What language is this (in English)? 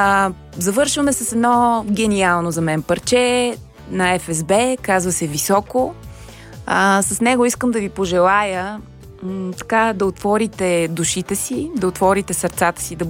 Bulgarian